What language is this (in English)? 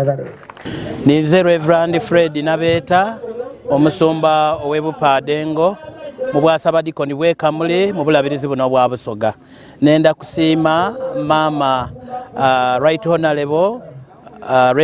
Soga